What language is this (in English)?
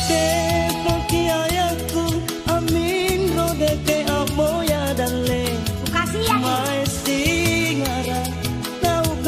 Makasar